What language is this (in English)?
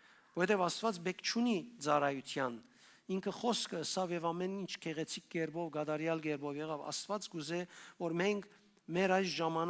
Western Armenian